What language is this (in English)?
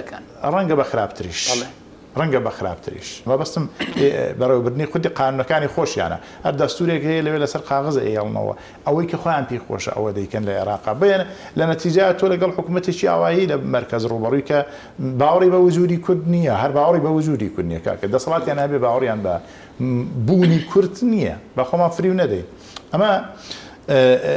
Central Kurdish